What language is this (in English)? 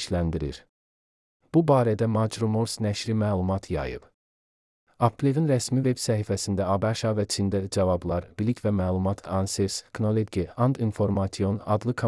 Azerbaijani